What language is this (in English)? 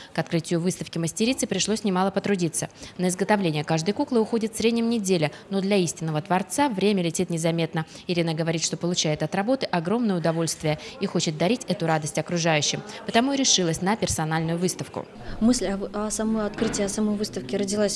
Russian